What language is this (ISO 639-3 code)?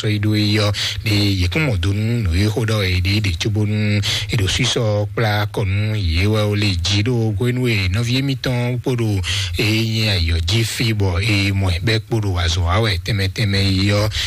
fon